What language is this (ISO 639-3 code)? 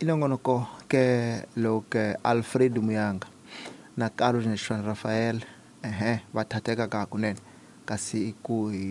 tso